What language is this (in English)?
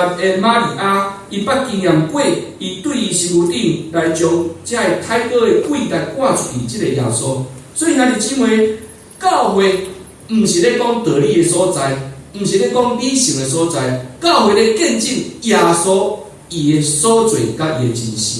Min Nan Chinese